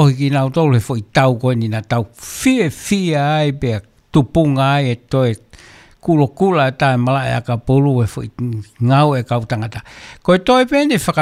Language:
Tongan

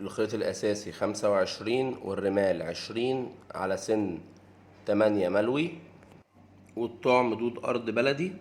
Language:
Egyptian Arabic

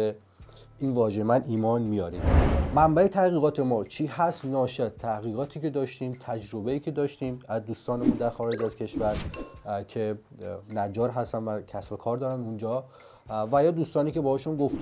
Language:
Persian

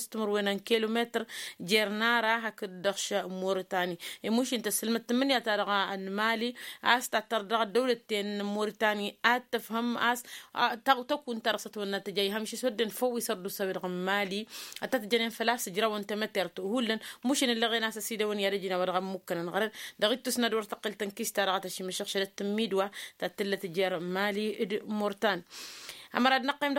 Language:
Tamasheq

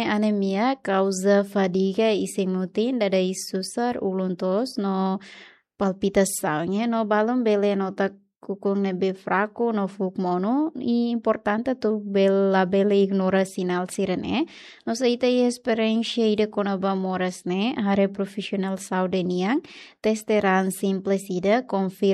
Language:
Tetum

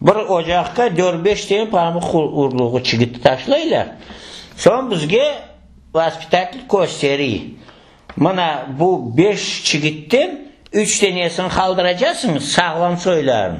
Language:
Crimean Tatar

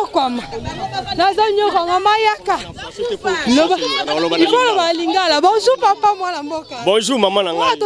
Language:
Lingala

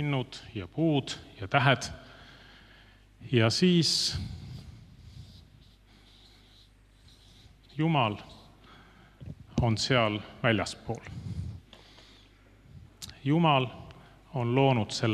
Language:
Estonian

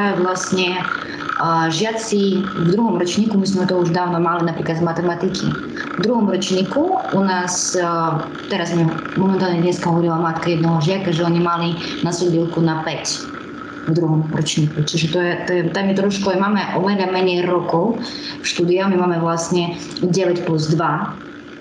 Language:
Slovak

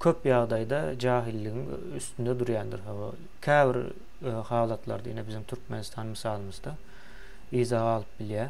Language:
Turkmen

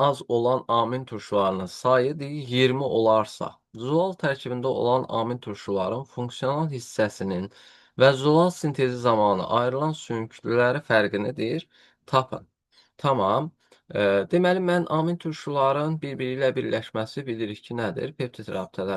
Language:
Azerbaijani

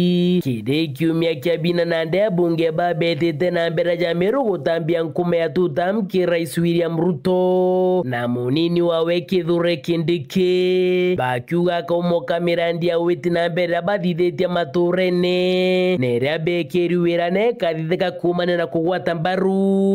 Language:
Meru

